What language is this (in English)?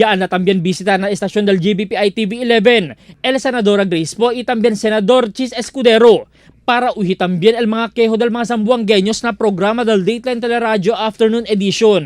Chavacano